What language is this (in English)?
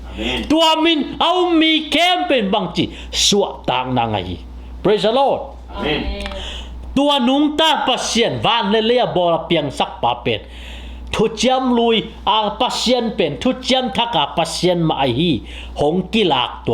Tedim Chin